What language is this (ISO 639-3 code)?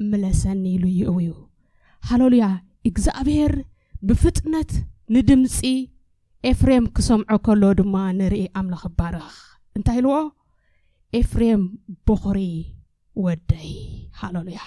tir